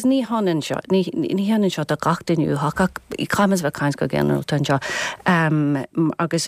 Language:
Irish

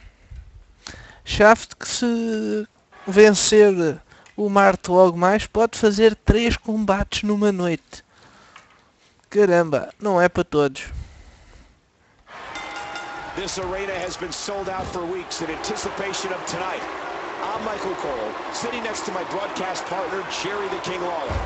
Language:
Portuguese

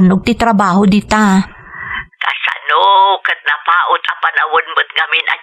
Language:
Iloko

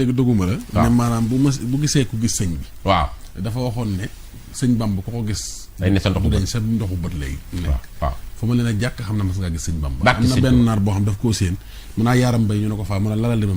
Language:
Wolof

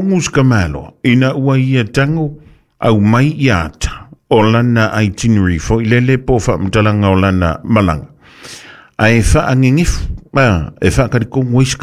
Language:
Samoan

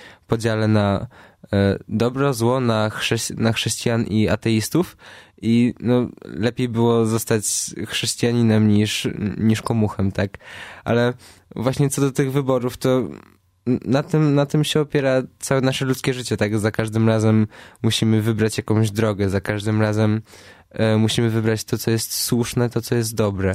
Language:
Polish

